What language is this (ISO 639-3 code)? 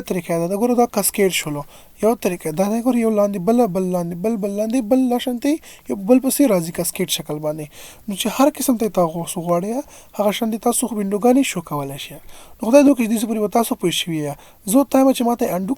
pus